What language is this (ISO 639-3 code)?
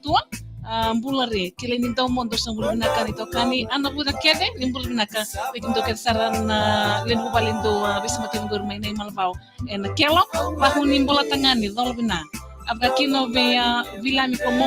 fij